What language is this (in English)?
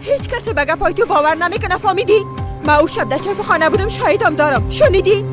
Persian